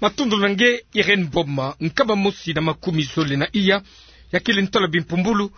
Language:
Kituba (Democratic Republic of Congo)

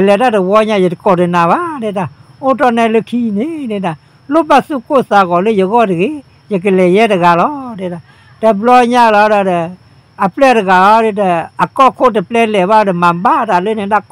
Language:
S'gaw Karen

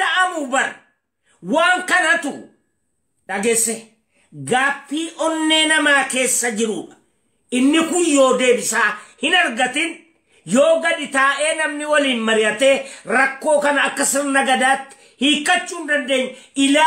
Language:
Oromo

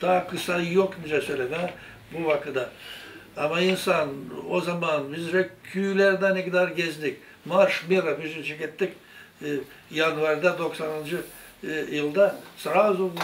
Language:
Gagauz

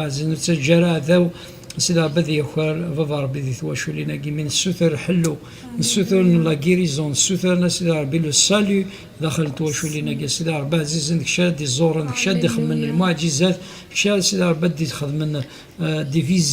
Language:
Kabyle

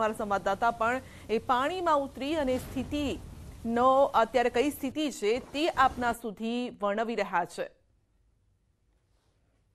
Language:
Gujarati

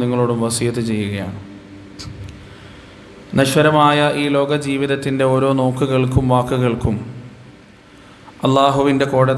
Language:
Malayalam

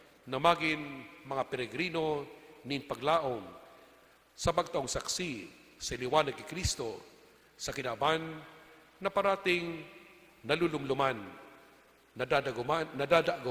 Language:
Bikol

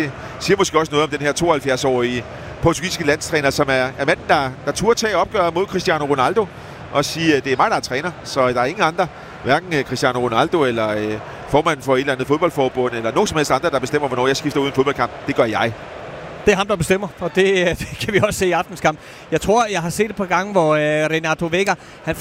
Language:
Danish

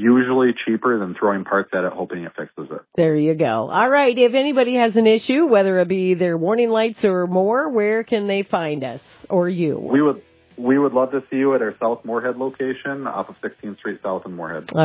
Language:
English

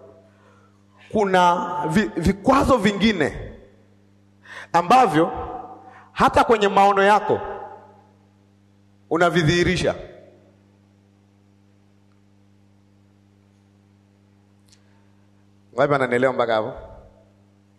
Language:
Swahili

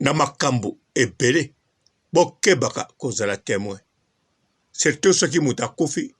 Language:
Lingala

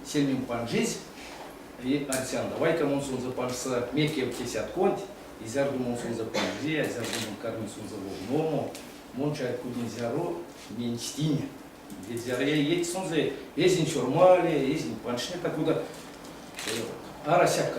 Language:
Erzya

